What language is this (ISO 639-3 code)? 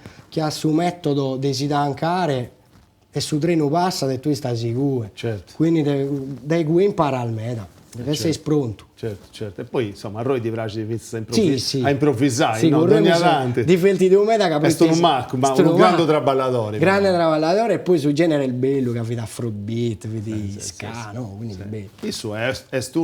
srd